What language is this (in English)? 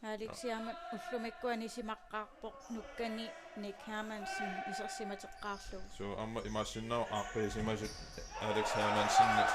Kalaallisut